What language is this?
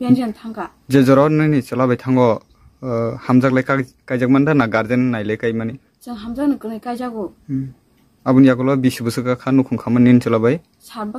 Kok Borok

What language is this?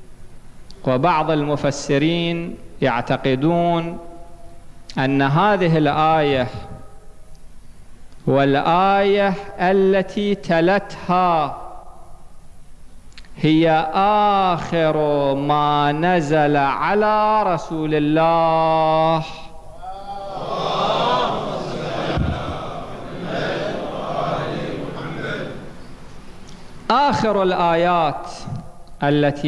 Arabic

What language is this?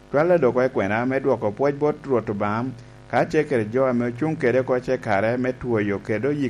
Lango (Uganda)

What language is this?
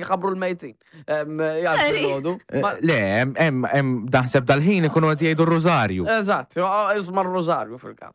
Maltese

